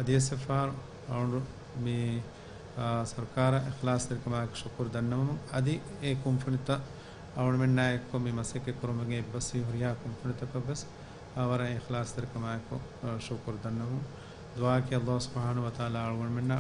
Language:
Divehi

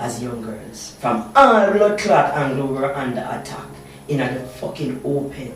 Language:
Jamaican Creole English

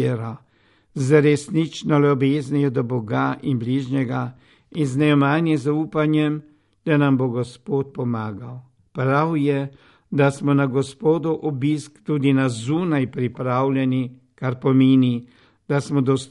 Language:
Slovenian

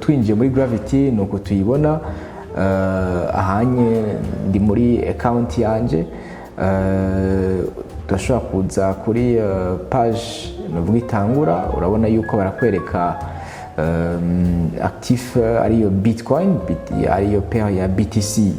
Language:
Rundi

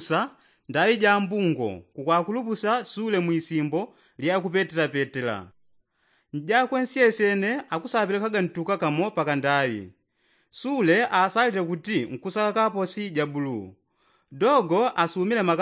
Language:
Yao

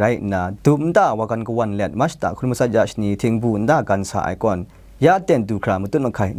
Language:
Kachin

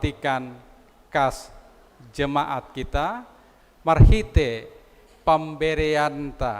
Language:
Batak Simalungun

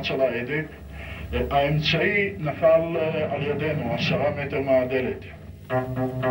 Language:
Hebrew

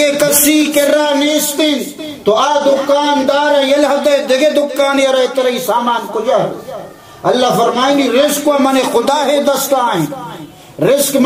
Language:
Baluchi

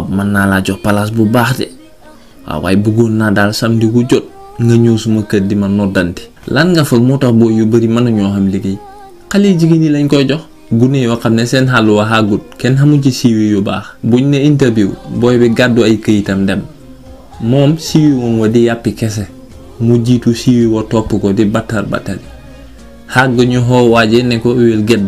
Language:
Wolof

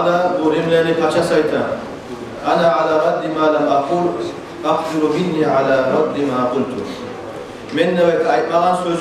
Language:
Kumyk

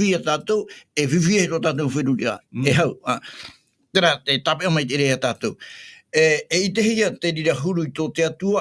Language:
Tahitian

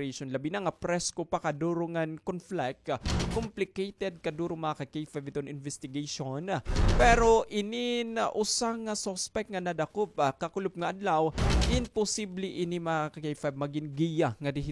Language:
Waray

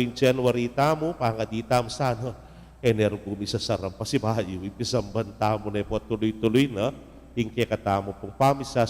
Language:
Pampanga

